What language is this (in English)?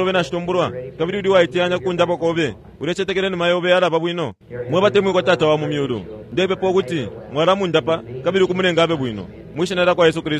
Bemba